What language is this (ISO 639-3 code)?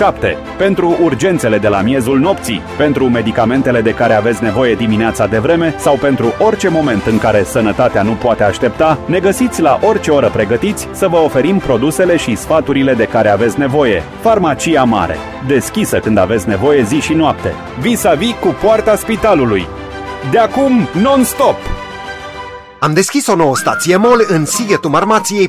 ron